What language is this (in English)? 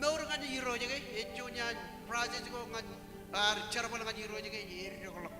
Marshallese